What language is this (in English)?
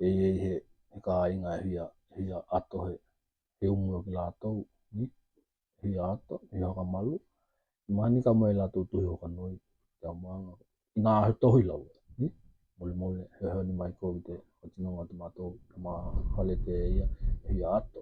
Tokelau